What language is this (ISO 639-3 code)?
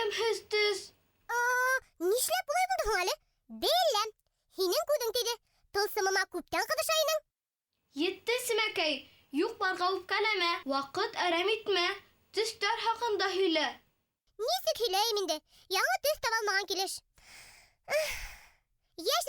bak